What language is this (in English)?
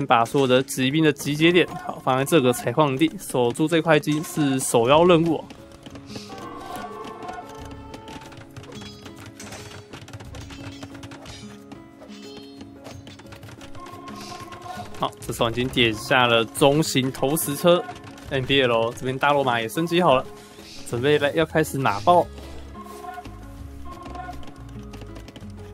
Chinese